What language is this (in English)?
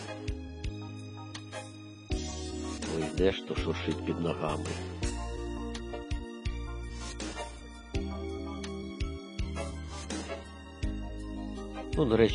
Ukrainian